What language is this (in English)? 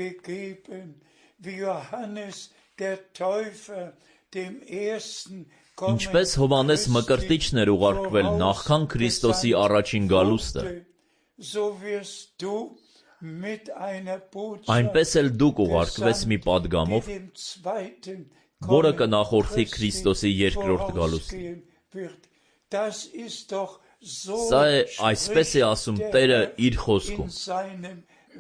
Armenian